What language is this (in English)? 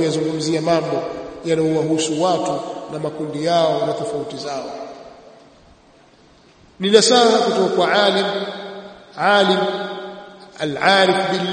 Swahili